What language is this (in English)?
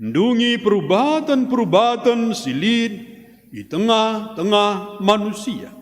Batak Karo